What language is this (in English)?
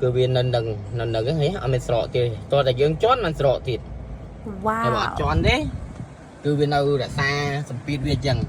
Khmer